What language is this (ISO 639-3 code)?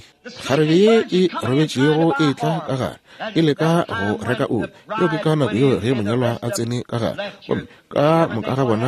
nso